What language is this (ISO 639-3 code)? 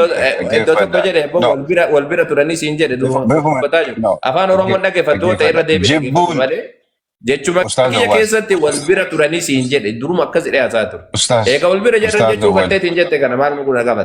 orm